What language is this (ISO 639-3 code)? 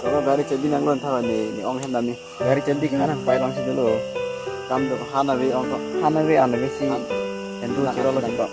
mjw